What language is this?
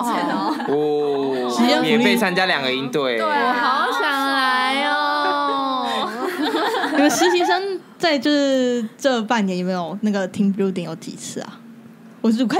Chinese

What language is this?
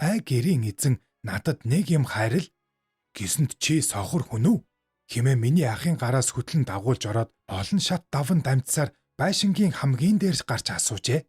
Mongolian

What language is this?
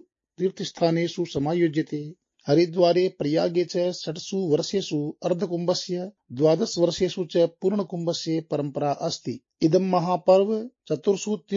Sanskrit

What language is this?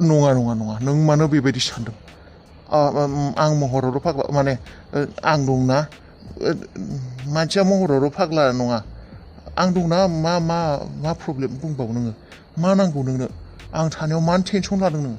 Bodo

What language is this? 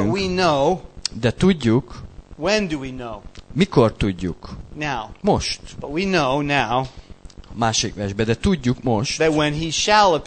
Hungarian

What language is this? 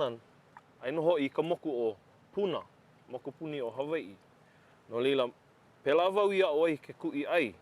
Hawaiian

